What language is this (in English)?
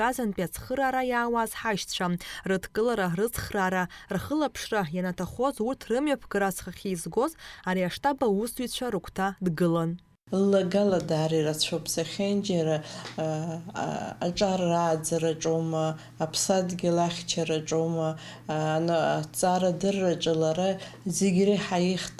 Abkhazian